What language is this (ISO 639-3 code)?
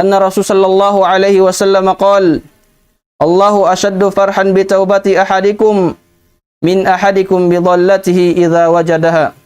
tsg